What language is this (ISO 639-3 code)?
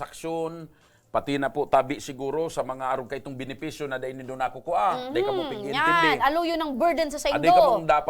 bik